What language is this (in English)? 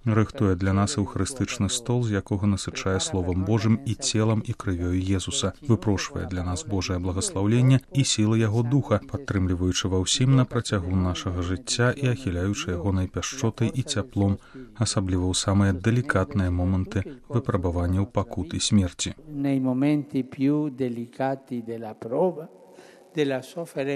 Belarusian